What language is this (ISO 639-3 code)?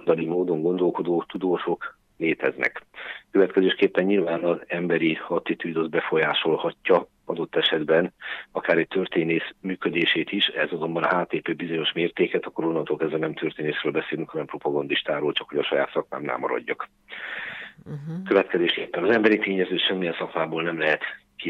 hun